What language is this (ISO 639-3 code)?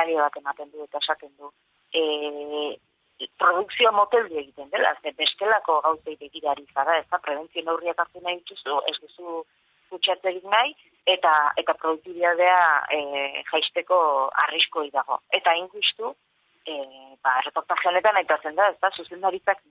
eus